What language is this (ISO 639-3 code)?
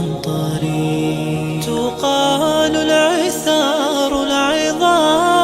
dag